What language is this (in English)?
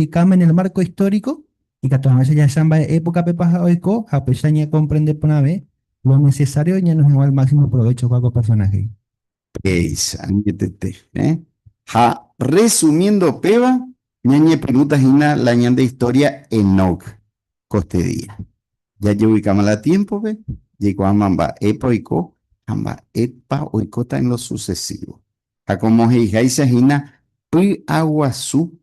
Guarani